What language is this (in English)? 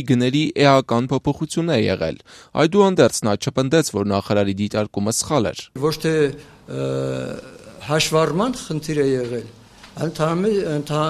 Armenian